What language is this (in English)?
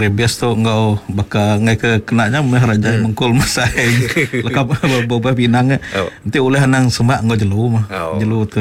Iban